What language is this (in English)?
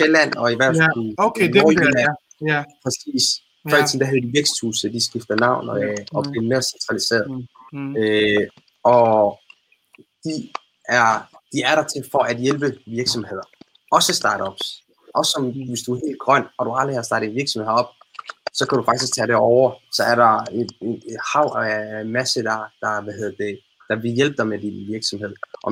Danish